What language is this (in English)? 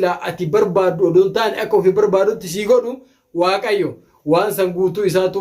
Oromo